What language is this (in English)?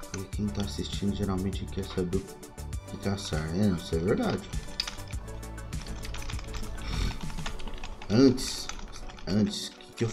Portuguese